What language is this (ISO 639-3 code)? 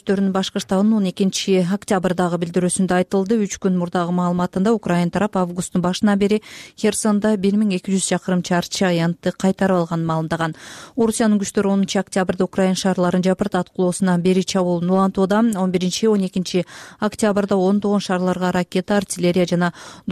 kir